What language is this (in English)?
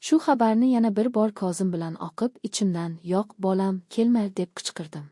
Uzbek